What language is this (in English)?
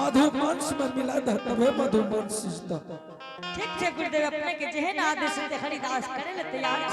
Angika